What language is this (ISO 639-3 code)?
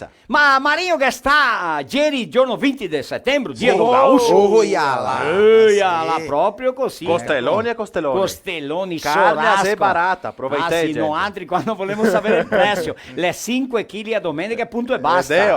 vec